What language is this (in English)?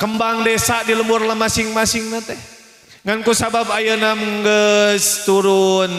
Sundanese